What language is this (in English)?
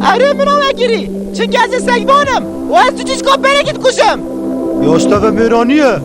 Kurdish